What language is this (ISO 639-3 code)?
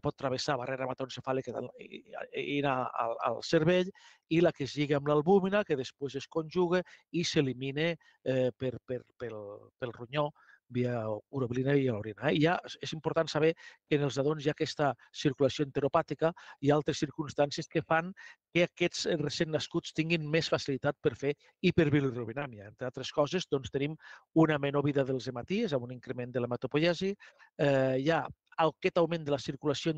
cat